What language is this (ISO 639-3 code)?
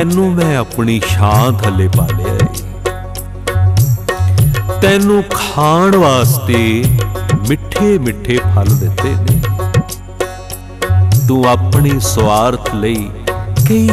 pan